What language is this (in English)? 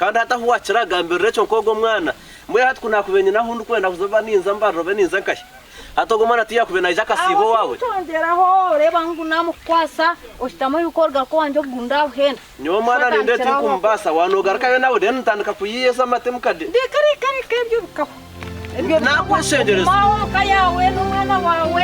Nyankole